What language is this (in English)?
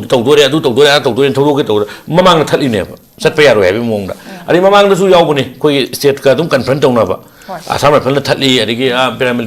Manipuri